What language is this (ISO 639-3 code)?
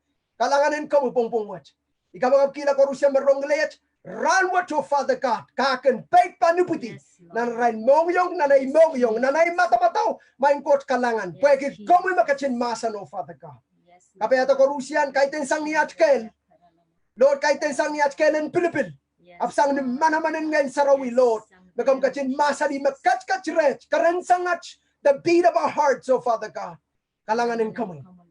pon